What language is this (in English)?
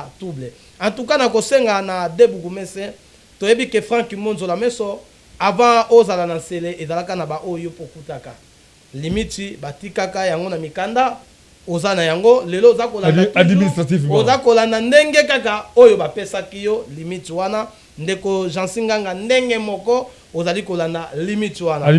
Lingala